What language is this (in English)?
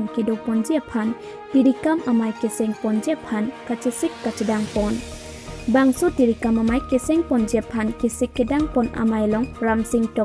Karbi